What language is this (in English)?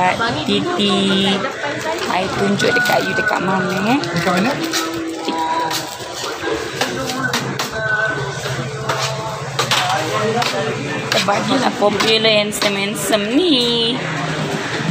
Malay